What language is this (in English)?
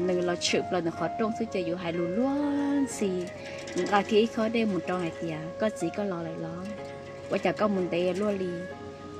Hmong